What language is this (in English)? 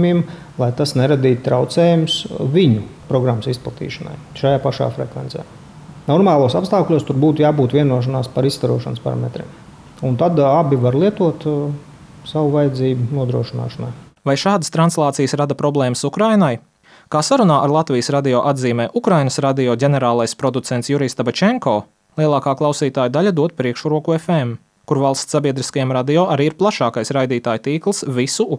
Latvian